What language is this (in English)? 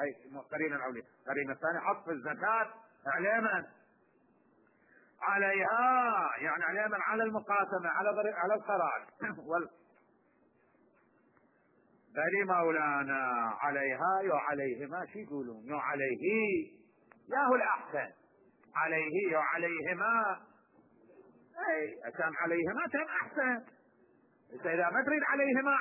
Arabic